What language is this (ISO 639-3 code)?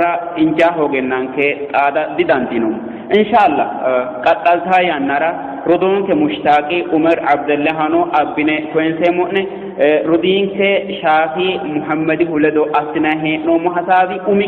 sid